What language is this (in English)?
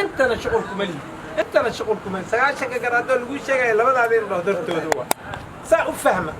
Somali